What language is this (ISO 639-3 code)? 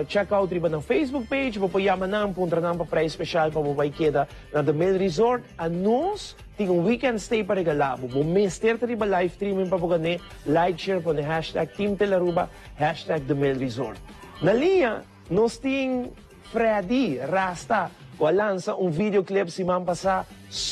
pap